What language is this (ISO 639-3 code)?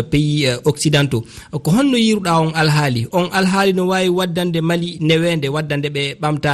ful